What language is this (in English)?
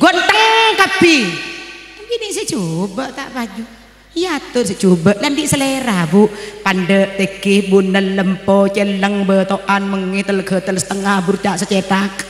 Madurese